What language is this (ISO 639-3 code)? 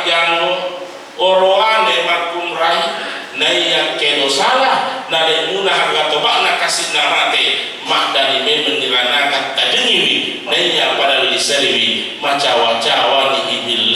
bug